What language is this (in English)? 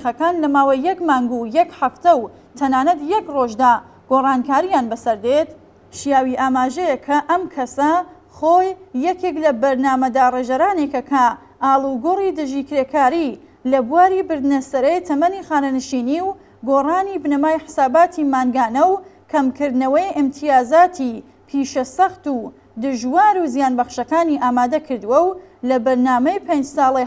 Central Kurdish